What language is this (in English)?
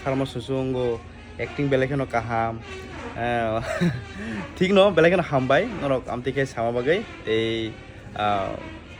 Kok Borok